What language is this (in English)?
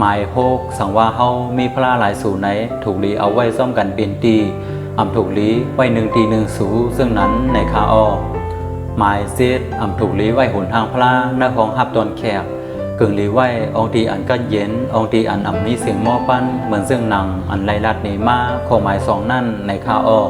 Shan